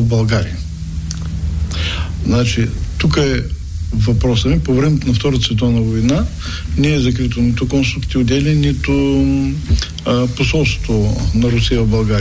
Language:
Bulgarian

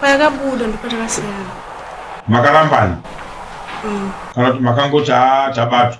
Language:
Shona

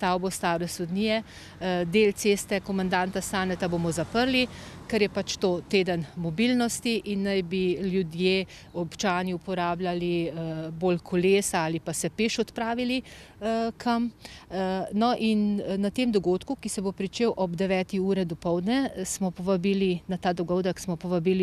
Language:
Slovenian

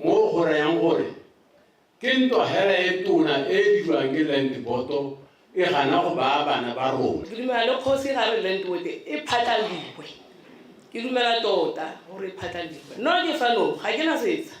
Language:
Tswana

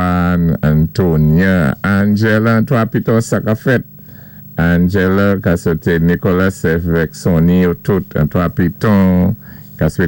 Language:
Saint Lucian Creole French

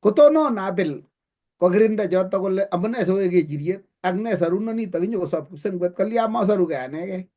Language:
Kalenjin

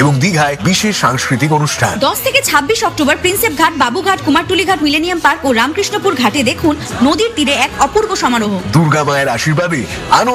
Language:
Bangla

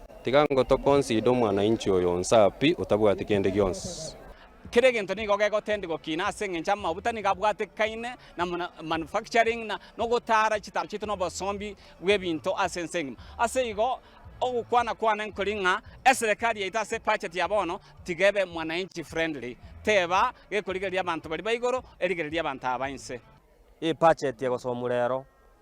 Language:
Gusii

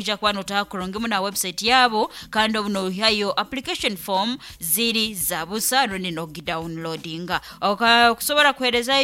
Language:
Nyankole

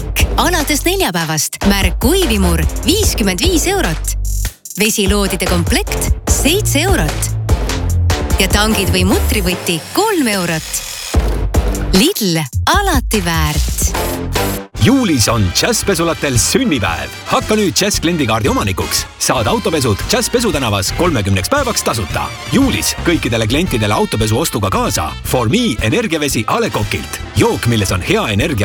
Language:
Estonian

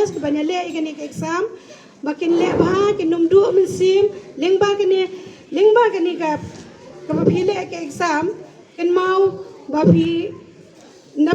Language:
Khasi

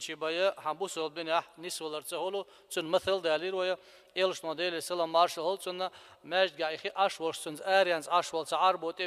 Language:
Chechen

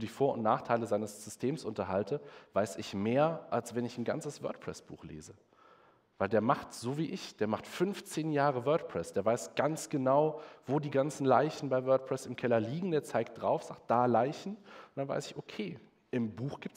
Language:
German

